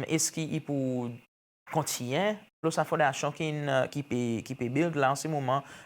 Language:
Seselwa Creole French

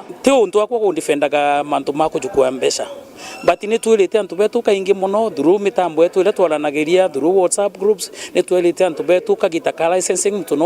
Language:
Meru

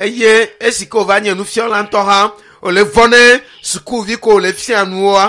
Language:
Ewe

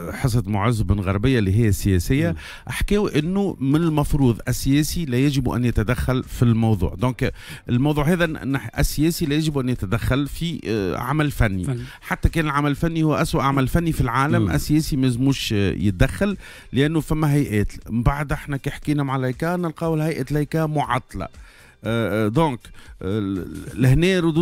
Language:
Tunisian Arabic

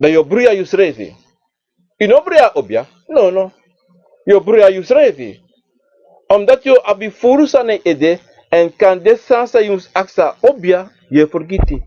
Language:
Sranan Tongo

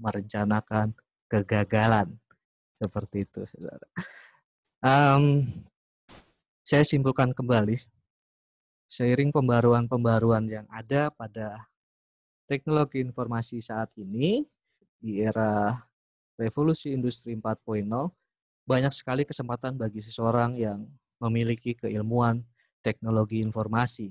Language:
Indonesian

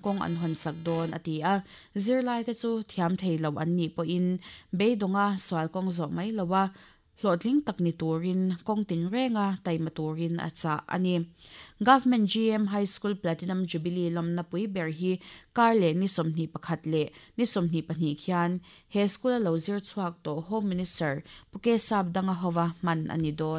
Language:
Mizo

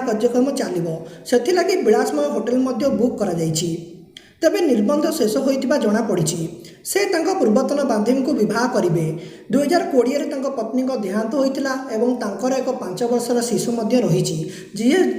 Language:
Odia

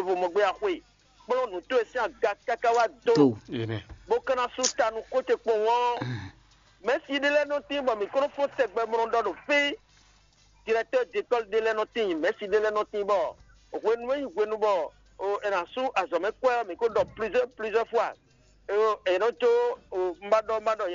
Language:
Fon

